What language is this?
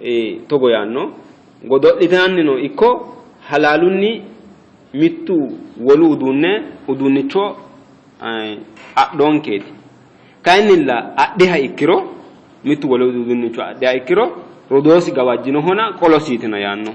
Sidamo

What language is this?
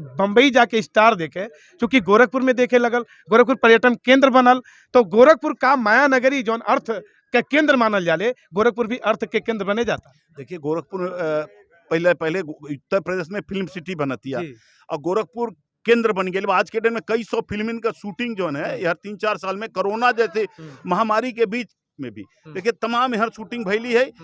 Bhojpuri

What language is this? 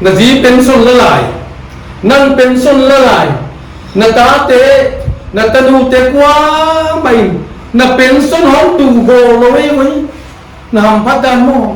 Paite Chin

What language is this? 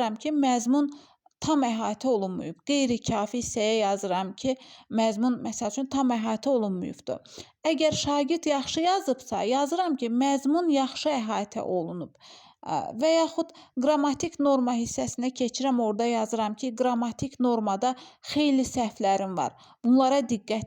Azerbaijani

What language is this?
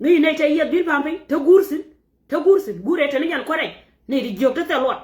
Nuer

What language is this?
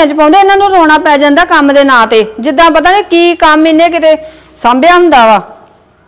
Punjabi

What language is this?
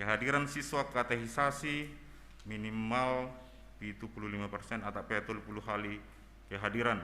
Batak Simalungun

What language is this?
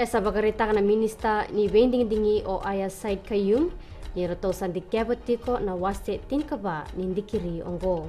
Fijian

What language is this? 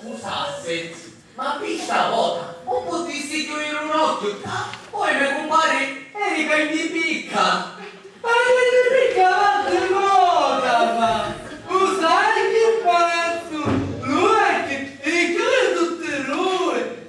Sicilian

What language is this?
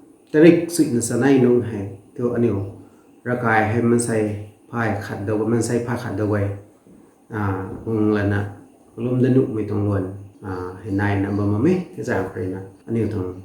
Rongmei Naga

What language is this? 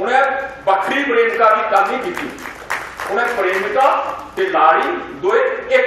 Dogri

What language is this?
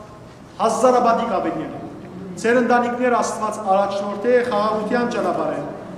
Western Armenian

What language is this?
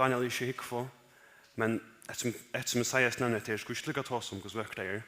Faroese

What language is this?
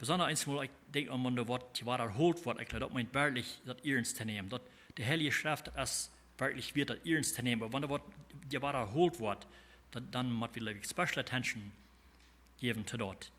Plautdietsch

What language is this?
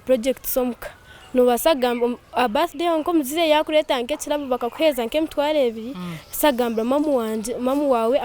Nyankole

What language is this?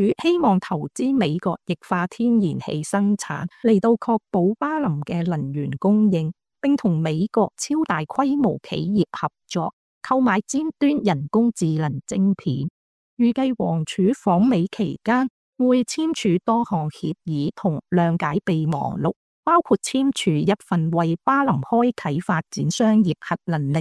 Cantonese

